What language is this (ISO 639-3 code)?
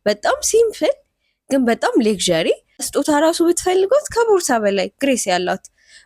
amh